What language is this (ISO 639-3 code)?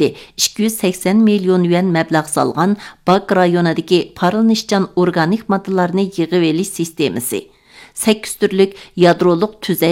uig